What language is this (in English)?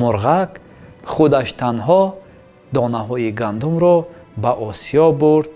Tajik